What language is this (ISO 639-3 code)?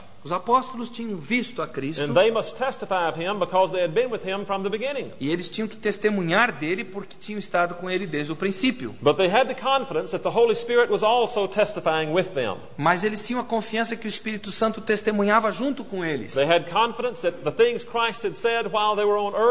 por